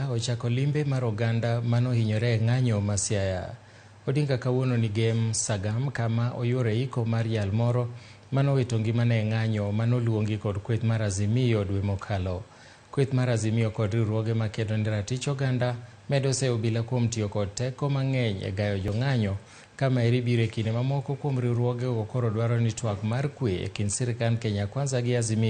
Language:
Luo (Kenya and Tanzania)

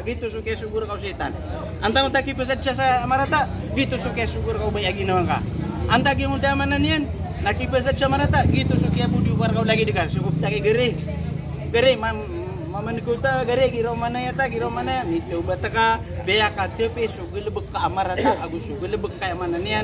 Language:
Maranao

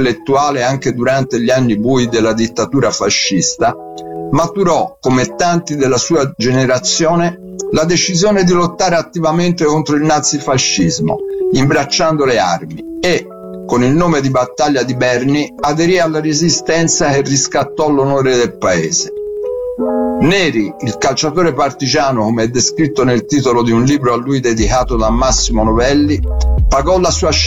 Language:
Italian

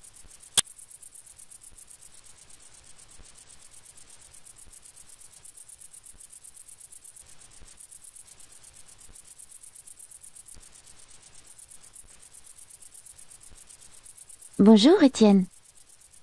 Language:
French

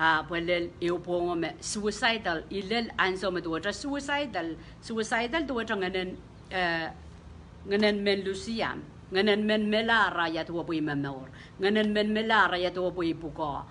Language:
Pohnpeian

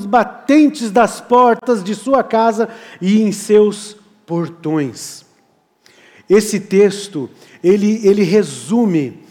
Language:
Portuguese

